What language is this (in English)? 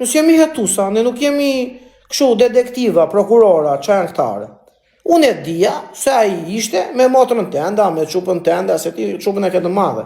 Albanian